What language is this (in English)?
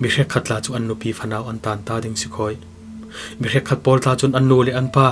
Falam Chin